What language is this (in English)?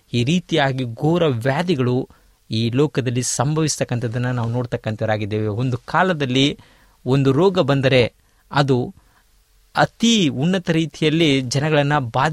Kannada